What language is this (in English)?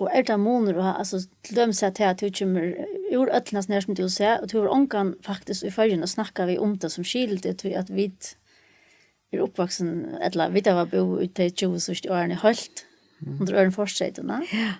Faroese